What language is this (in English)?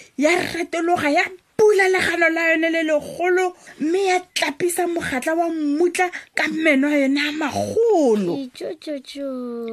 Tswana